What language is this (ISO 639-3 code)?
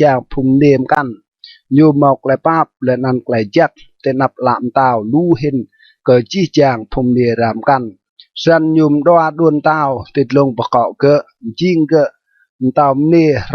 rad